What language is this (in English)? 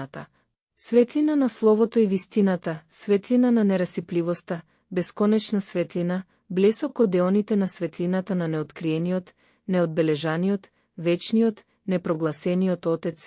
Macedonian